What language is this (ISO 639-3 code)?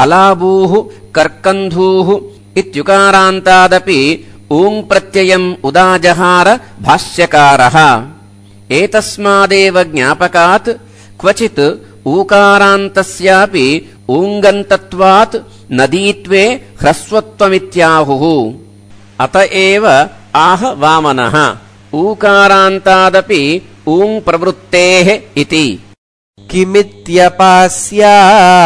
san